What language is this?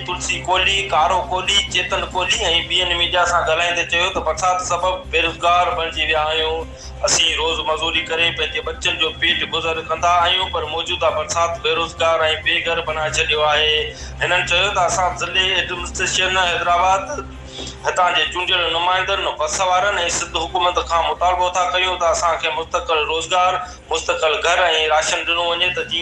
Sindhi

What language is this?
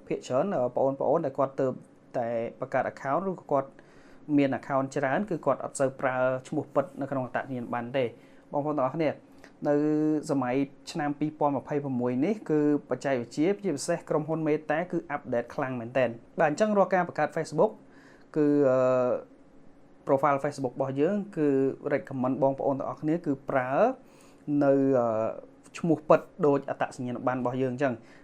Khmer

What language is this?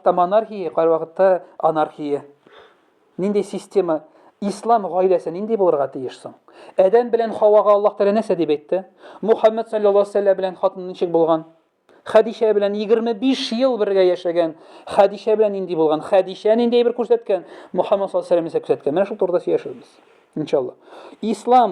Tatar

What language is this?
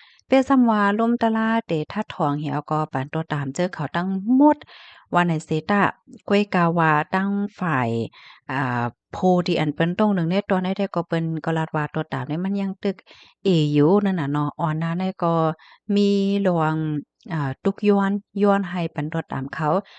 Shan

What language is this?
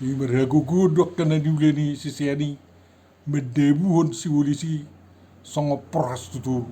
Batak Toba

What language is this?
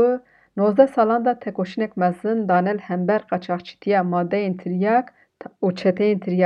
Kurdish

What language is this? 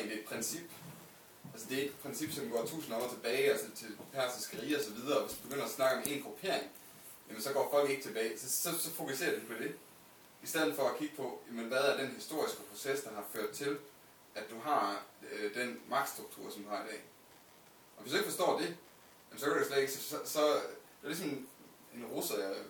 Danish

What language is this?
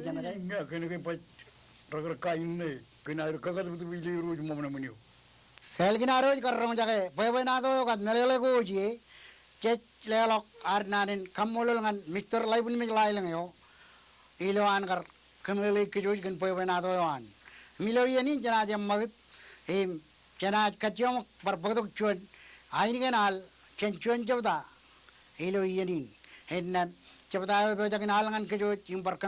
Marshallese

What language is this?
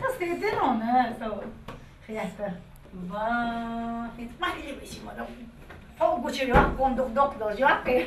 Chechen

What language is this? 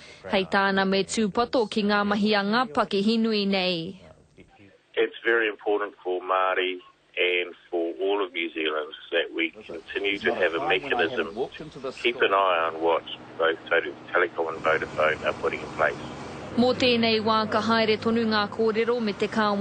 Māori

